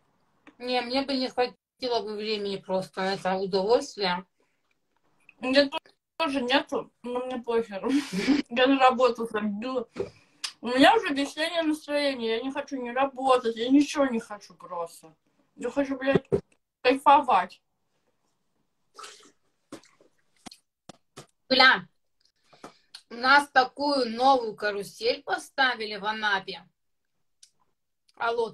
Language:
Russian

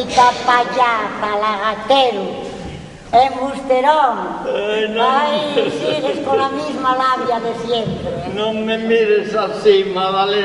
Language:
Asturian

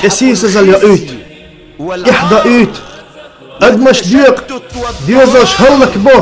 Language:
Chechen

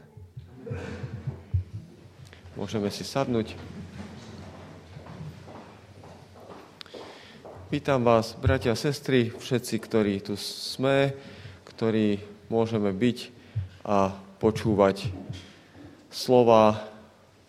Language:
Slovak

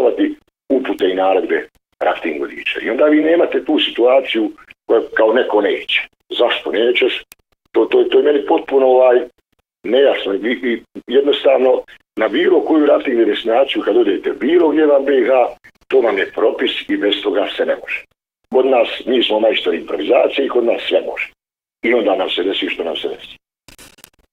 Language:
Bosnian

